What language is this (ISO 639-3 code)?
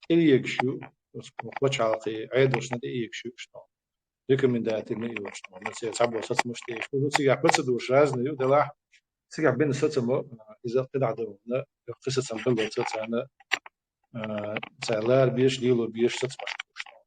che